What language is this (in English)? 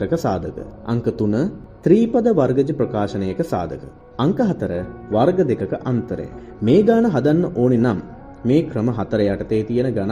Sinhala